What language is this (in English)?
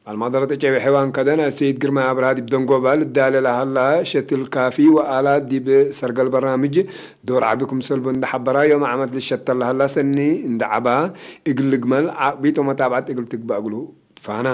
Tigre